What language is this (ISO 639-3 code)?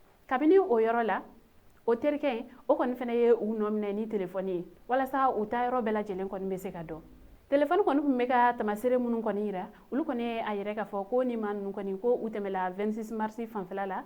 bam